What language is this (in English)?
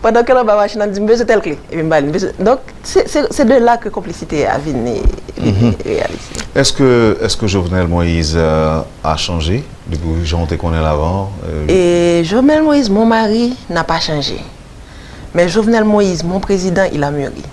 Haitian Creole